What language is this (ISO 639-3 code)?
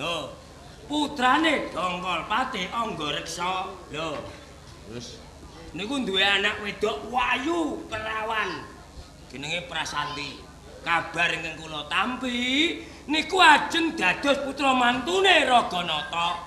jav